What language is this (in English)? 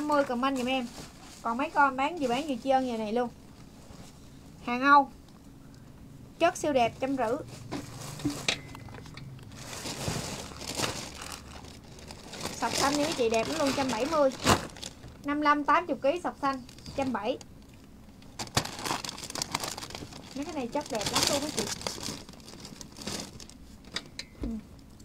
Vietnamese